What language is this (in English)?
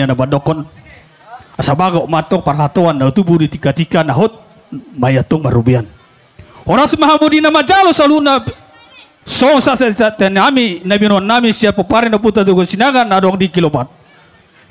Batak Toba